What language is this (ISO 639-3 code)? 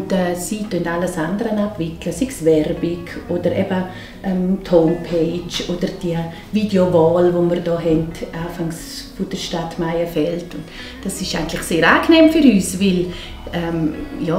gsw